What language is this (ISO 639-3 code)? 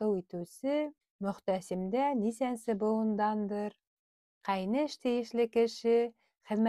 bak